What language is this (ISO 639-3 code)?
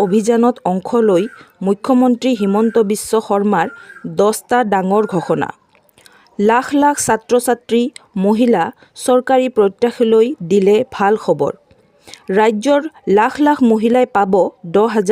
asm